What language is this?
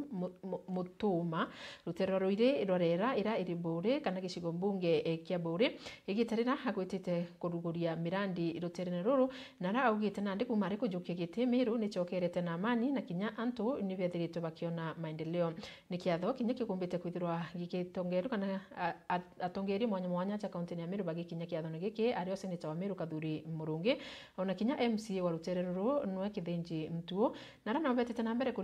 Meru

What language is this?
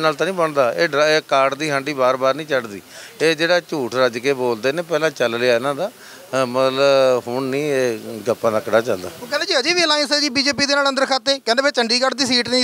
Punjabi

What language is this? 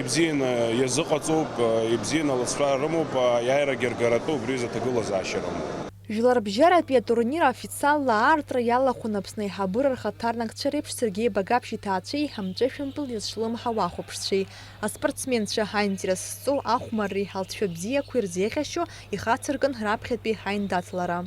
Abkhazian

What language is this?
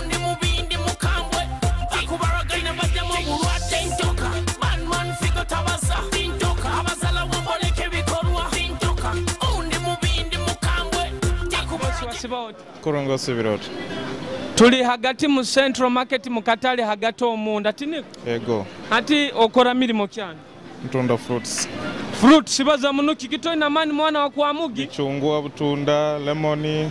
Nyoro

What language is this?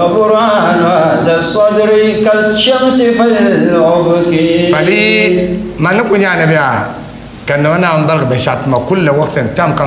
Dagbani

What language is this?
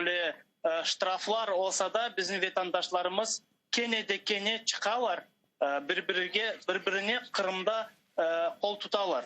Crimean Tatar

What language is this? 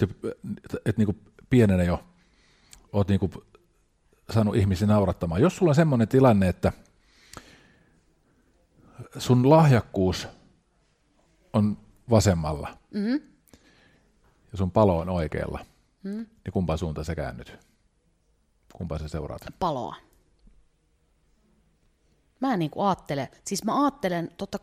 Finnish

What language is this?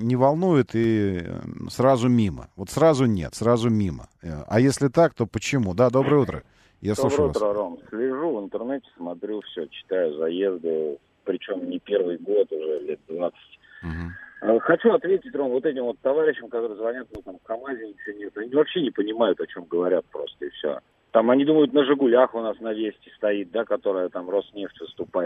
Russian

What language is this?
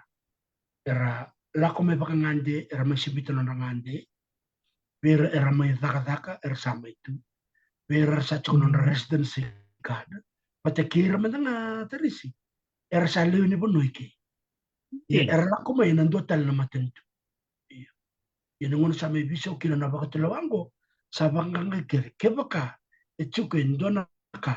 Fijian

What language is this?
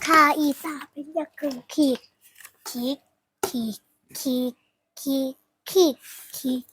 Shan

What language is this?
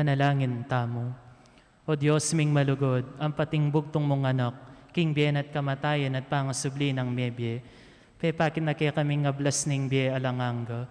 Pampanga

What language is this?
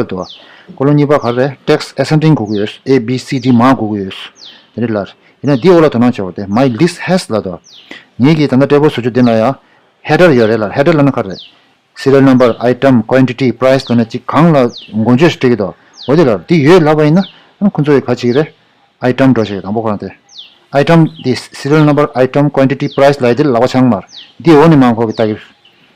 Tibetan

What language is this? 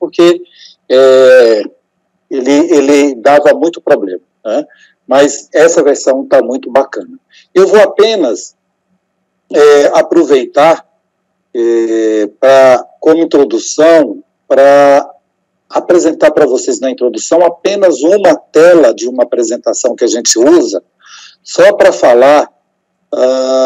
Portuguese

